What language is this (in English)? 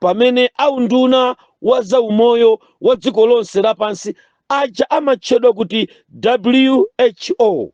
Nyanja